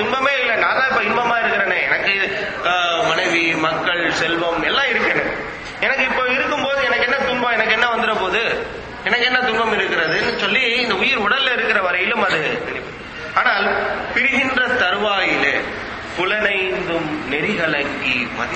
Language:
Tamil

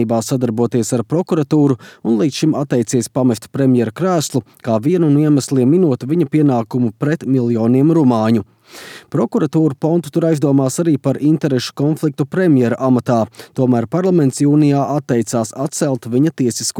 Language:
Latvian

